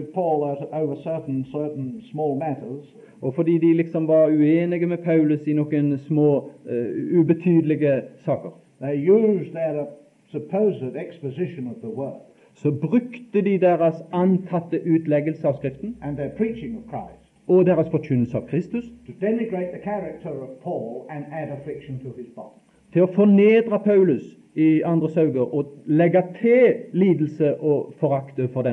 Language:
Norwegian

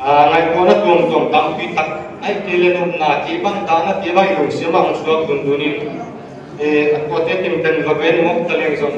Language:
Paite Chin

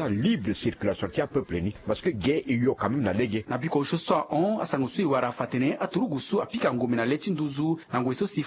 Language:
Sango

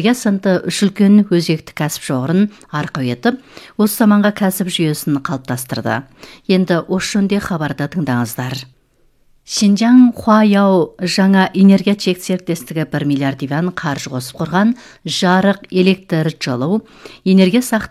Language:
Kazakh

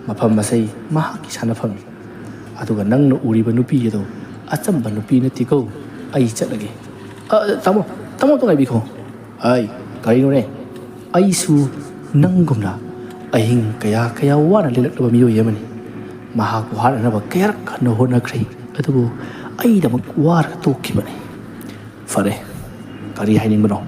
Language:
Manipuri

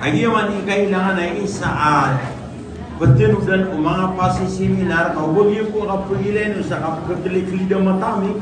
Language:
Maranao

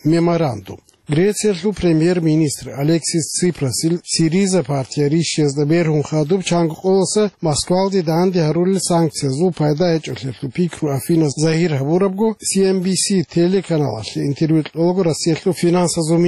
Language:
Avaric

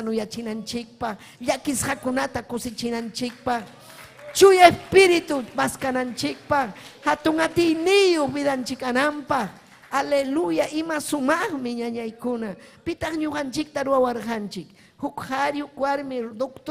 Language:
Ayacucho Quechua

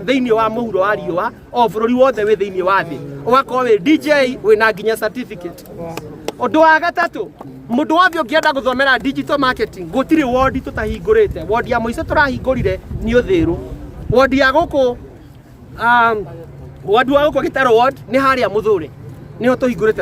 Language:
Kikuyu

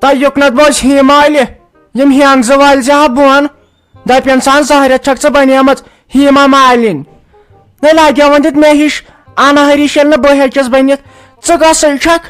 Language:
Kashmiri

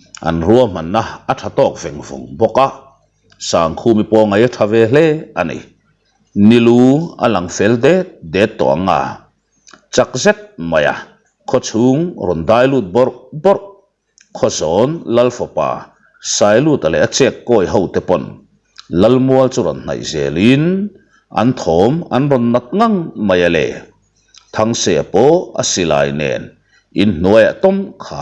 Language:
Mizo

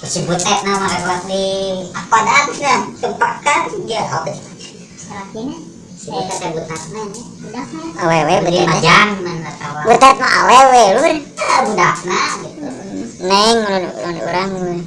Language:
Sundanese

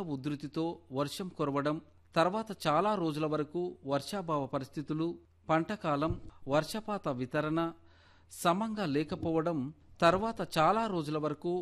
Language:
Telugu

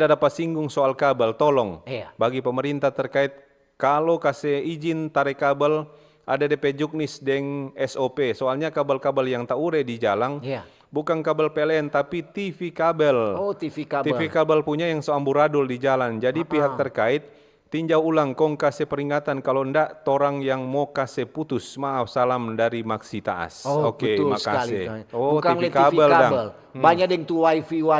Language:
Manado Malay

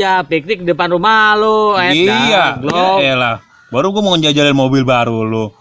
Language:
Betawi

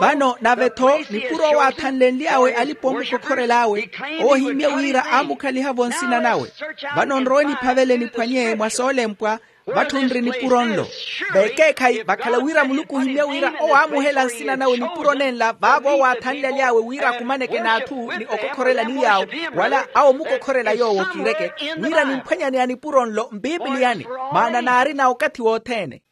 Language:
Makhuwa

